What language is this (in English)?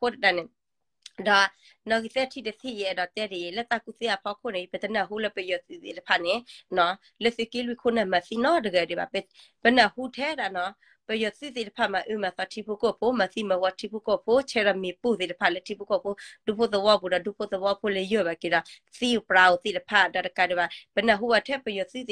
S'gaw Karen